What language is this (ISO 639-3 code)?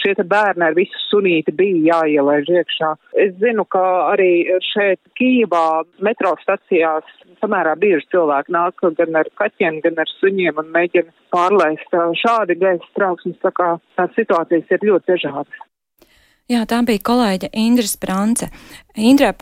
lav